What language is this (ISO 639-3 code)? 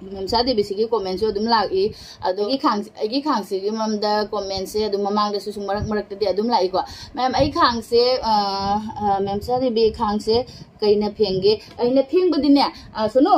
mni